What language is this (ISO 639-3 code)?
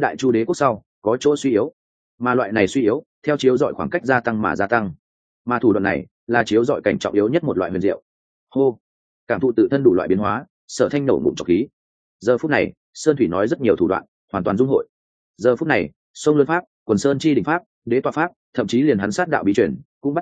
vie